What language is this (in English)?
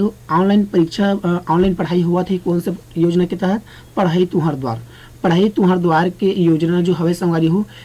Chhattisgarhi